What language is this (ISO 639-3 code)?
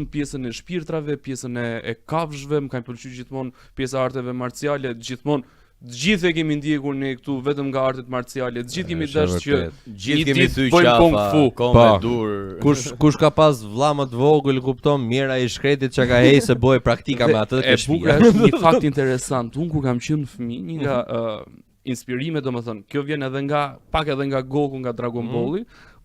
sqi